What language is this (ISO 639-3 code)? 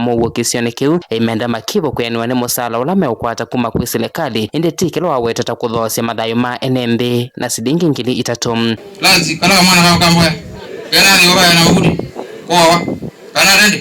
kam